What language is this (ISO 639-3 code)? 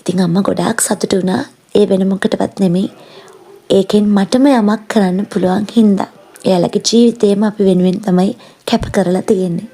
sin